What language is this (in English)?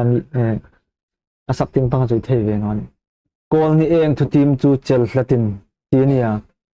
Hmar